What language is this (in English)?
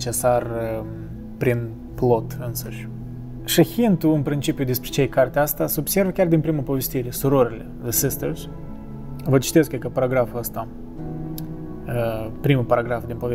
Romanian